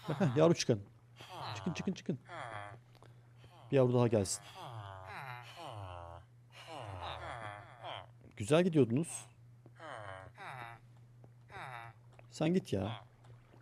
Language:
Turkish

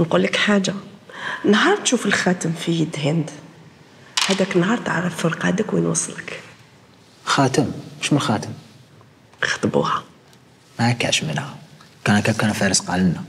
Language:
Algerian Arabic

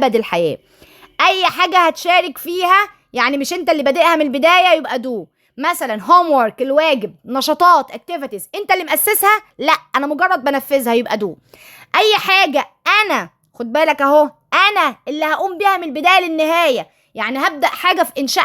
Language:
Egyptian Arabic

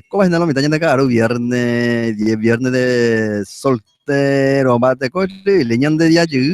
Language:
Guarani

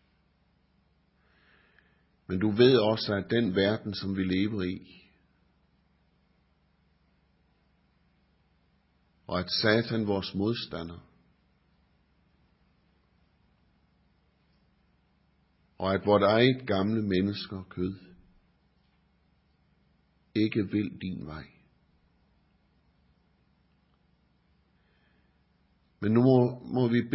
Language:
Danish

